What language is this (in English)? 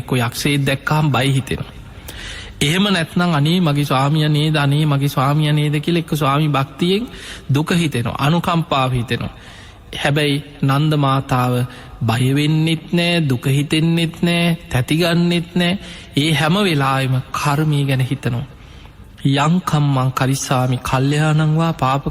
Sinhala